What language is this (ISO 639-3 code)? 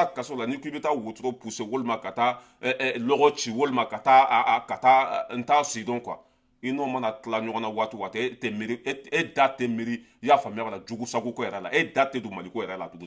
bam